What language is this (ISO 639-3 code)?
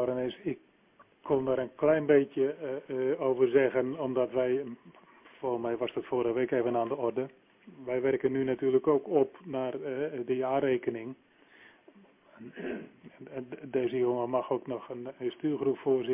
nld